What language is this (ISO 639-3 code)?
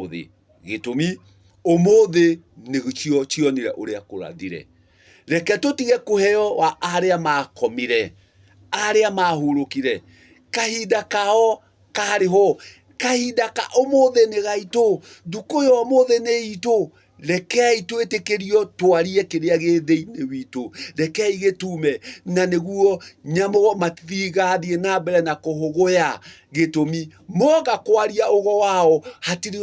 kik